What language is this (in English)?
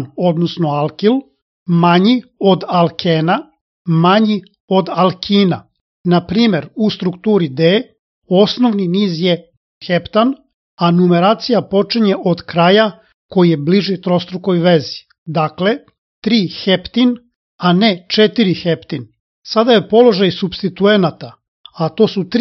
Serbian